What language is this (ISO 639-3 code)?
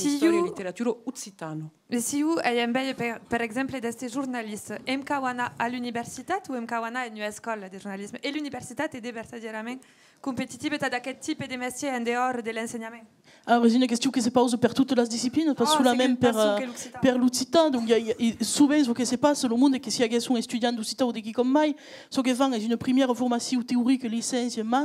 oci